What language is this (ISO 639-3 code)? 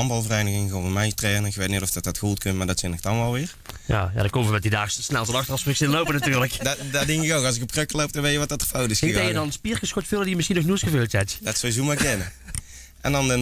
lim